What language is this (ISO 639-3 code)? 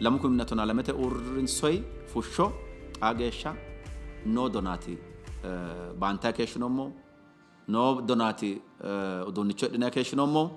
sid